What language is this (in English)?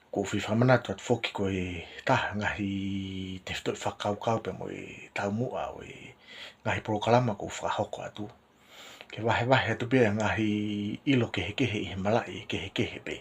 Tongan